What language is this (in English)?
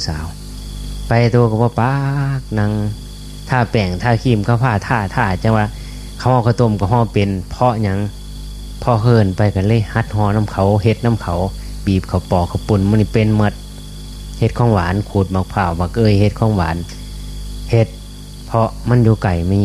Northeastern Thai